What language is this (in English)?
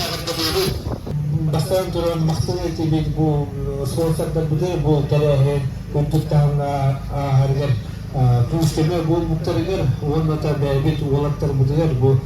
Yakut